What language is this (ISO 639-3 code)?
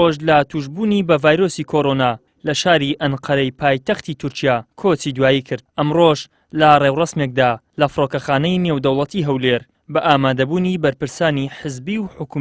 ckb